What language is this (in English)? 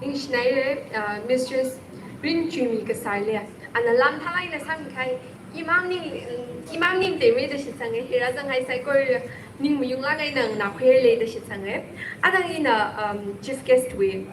Tangkhul Naga (India)